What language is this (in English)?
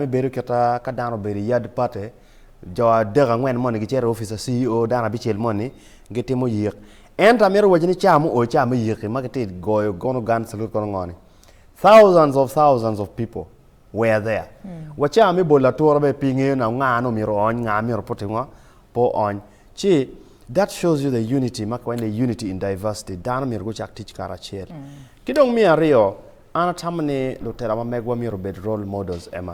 Acoli